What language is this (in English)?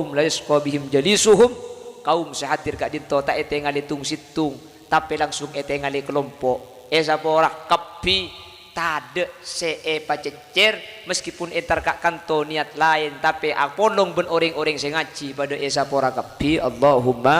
Madurese